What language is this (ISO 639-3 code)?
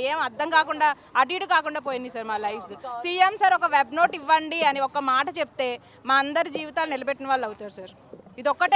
tel